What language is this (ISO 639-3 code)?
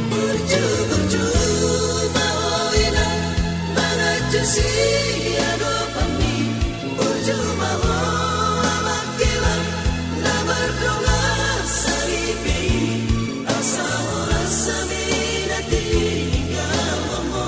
bbc